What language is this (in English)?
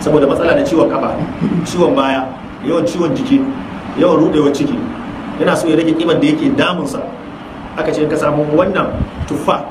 Hausa